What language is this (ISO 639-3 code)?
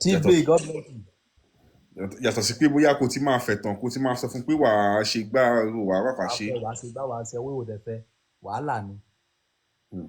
yor